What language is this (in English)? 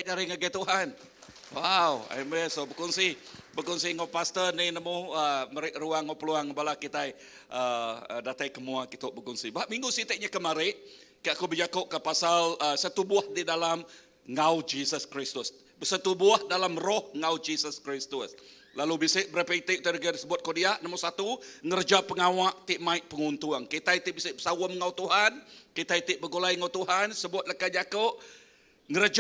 Iban